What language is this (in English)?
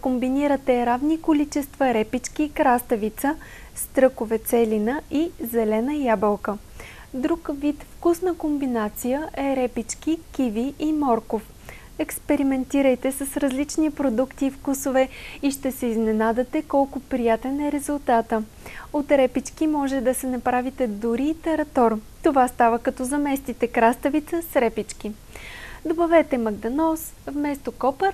Bulgarian